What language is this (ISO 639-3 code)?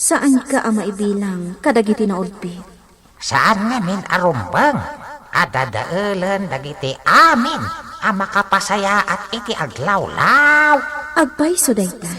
ilo